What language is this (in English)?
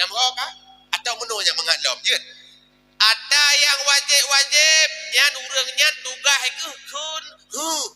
Achinese